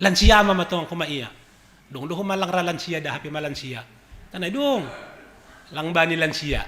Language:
Batak Simalungun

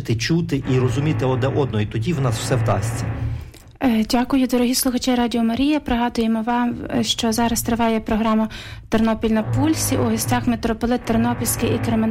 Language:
Ukrainian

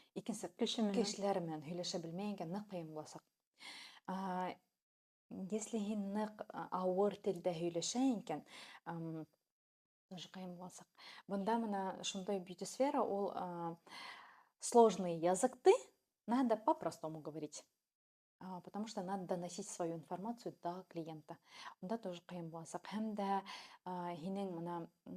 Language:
Bashkir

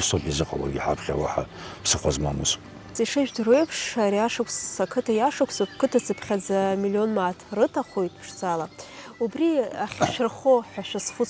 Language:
Abkhazian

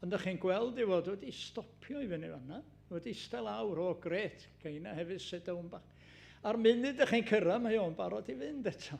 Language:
Welsh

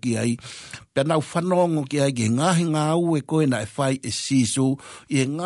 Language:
Tongan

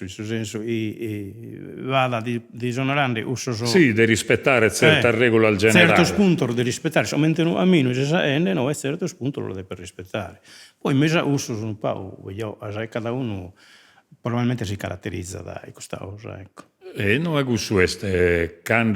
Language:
Sardinian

